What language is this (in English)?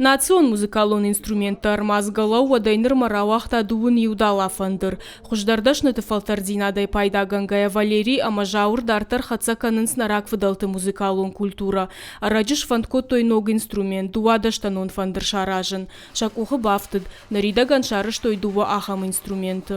Ossetic